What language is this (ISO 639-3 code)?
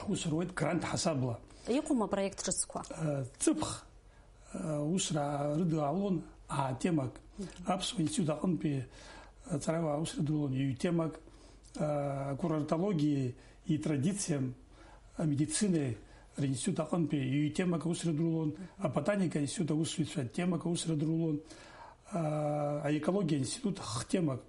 abk